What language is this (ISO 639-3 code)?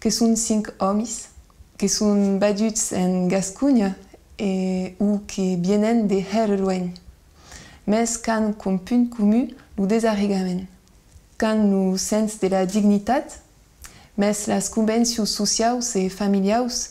oci